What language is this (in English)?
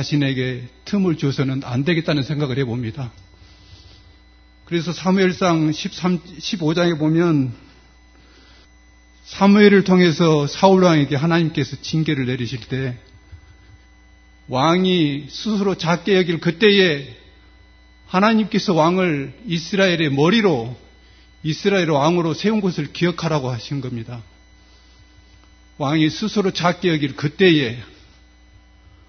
Korean